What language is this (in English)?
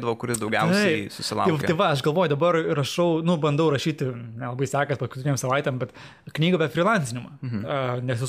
Lithuanian